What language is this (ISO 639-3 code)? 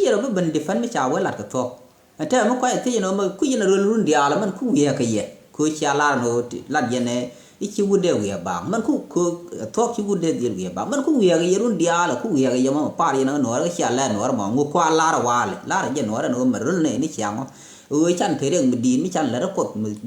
nus